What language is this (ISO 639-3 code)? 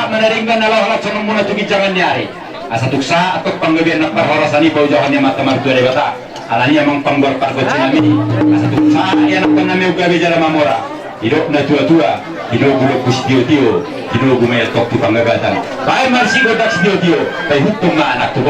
bbc